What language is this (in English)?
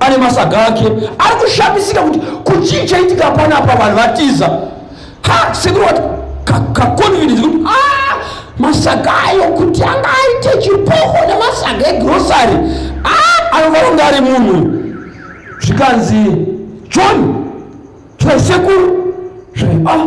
Shona